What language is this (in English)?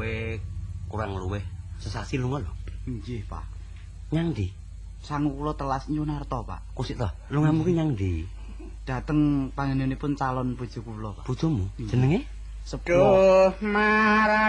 Javanese